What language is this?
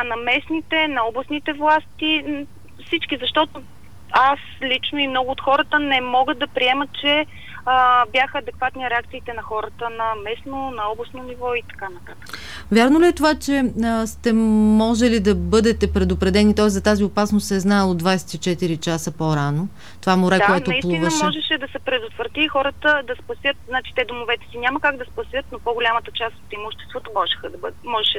Bulgarian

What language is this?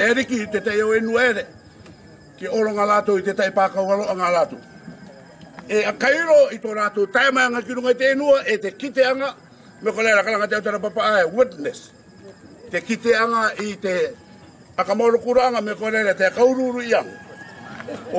Rarotongan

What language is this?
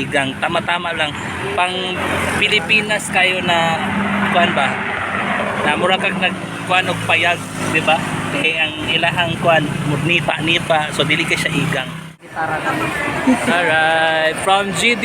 Cebuano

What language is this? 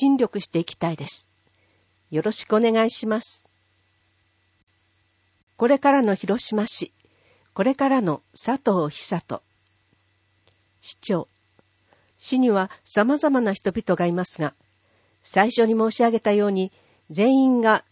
Japanese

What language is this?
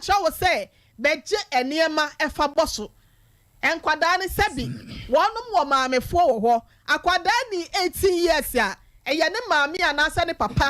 Akan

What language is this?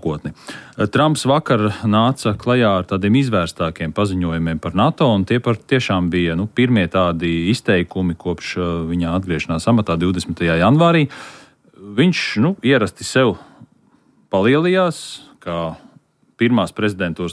Latvian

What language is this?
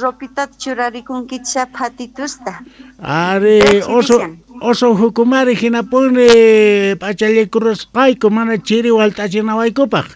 South Bolivian Quechua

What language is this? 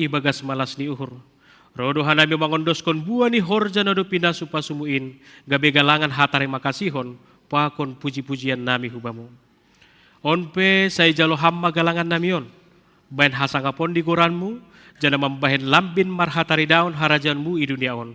Batak Simalungun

